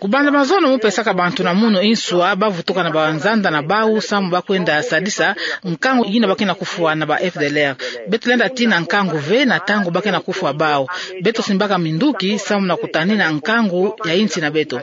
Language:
Kituba (Democratic Republic of Congo)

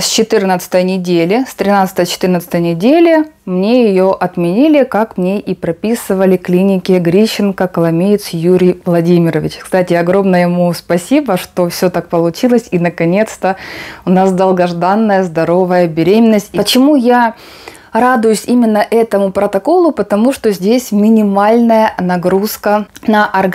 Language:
Russian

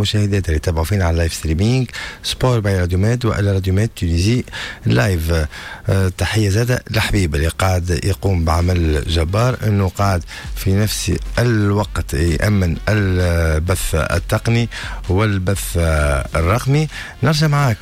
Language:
Tunisian Arabic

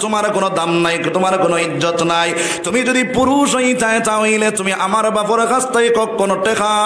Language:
Sylheti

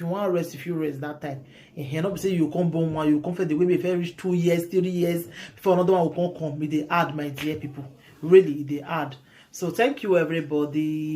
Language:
Nigerian Pidgin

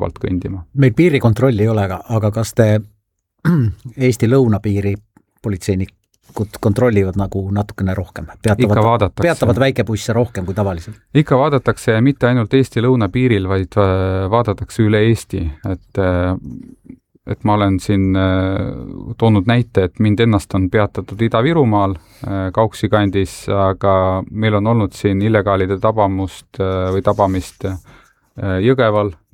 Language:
Estonian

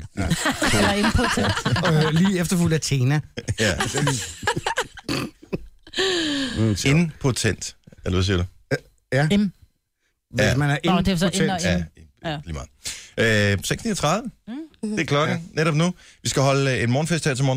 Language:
Danish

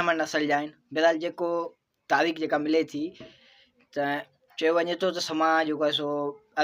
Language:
Sindhi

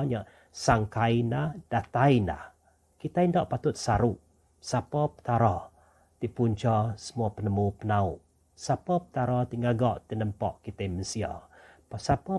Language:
Iban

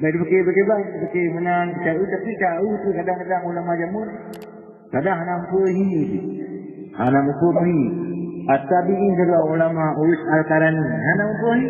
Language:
Achinese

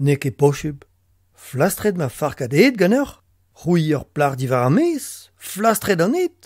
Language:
Breton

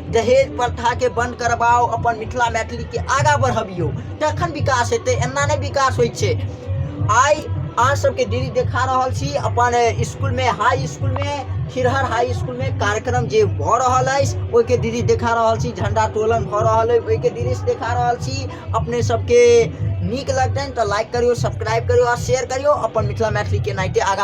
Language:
Maithili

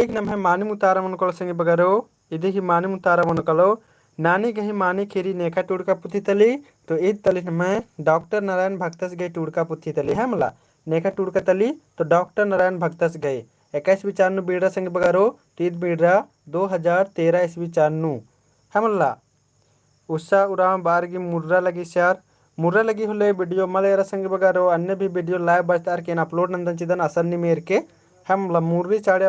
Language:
Kurukh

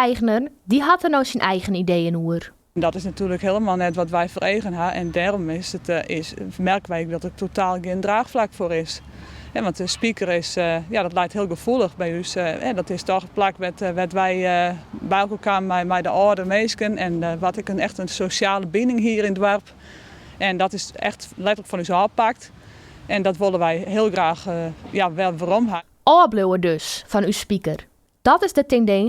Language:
Western Frisian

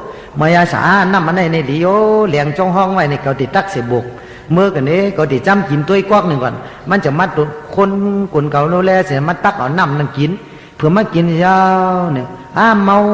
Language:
Shan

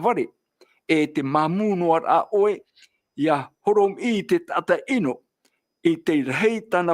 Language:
Tahitian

